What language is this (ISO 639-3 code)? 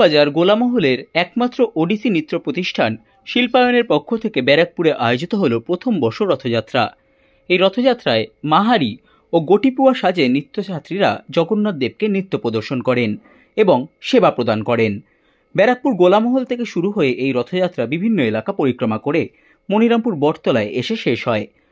ben